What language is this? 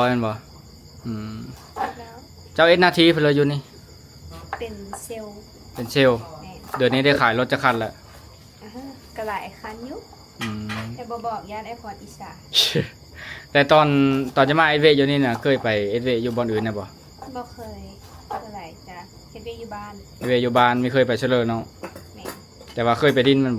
Lao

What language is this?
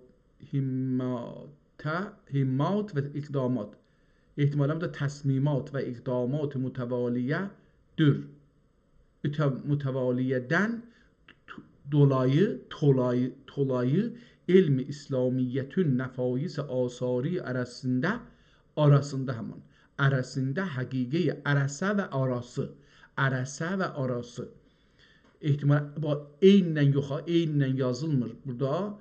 South Azerbaijani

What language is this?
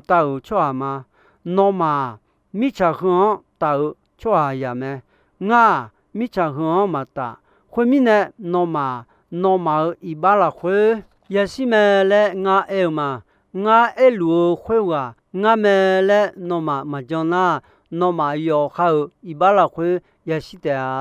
Akha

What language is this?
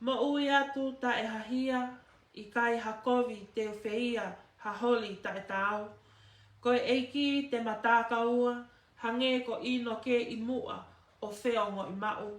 Tongan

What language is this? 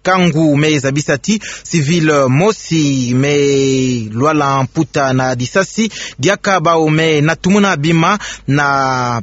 Kituba (Democratic Republic of Congo)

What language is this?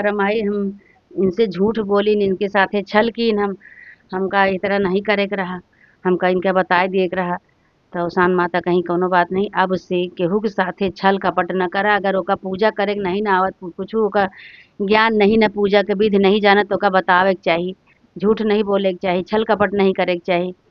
Awadhi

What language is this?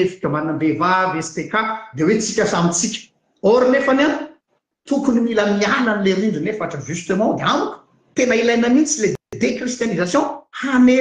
Malagasy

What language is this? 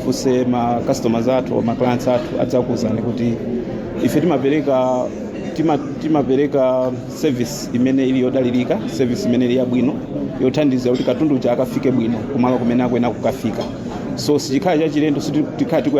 Nyanja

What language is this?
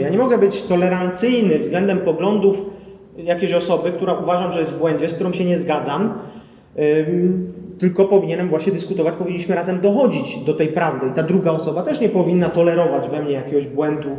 Polish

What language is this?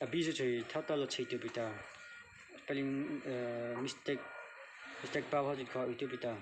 Mara Chin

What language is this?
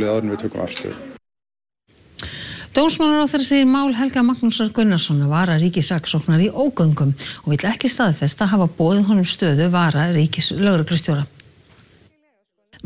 Icelandic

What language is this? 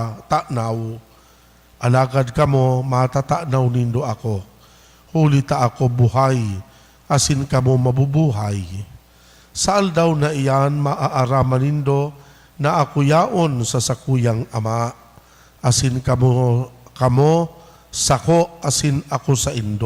Bikol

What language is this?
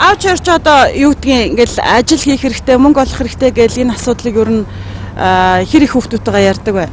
Mongolian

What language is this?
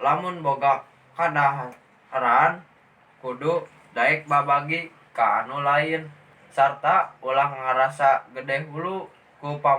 Sundanese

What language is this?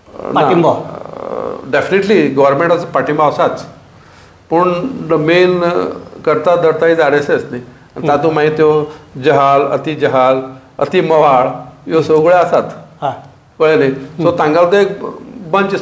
Konkani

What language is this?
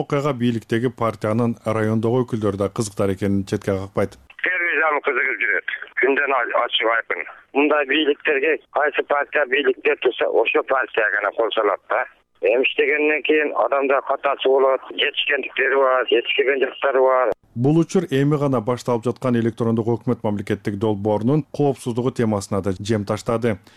Kyrgyz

